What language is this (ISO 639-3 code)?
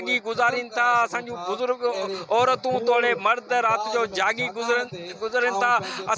snd